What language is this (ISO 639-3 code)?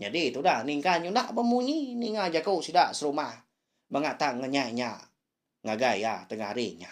iba